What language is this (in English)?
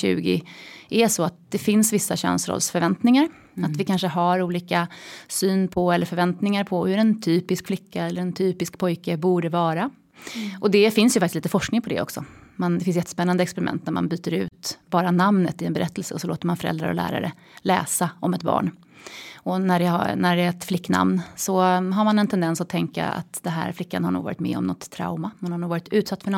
Swedish